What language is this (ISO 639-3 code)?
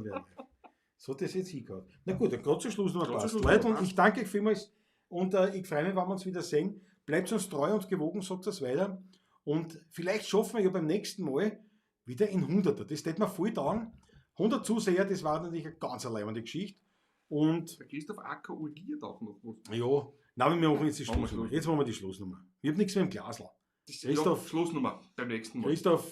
bar